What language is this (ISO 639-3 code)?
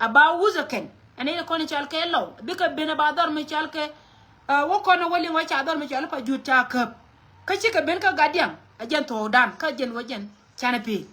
nus